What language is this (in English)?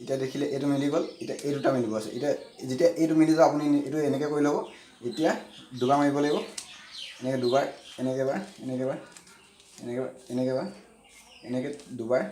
Assamese